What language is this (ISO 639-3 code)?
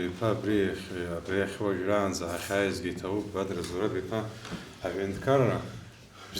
abk